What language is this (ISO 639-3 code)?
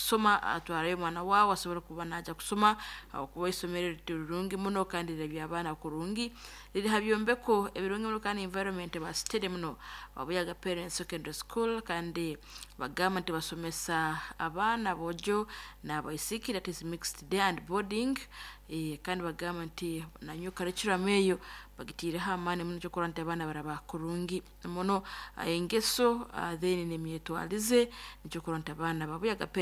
nyn